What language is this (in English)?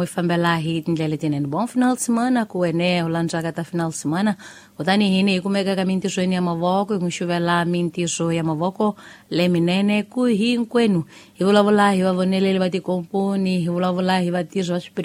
Tsonga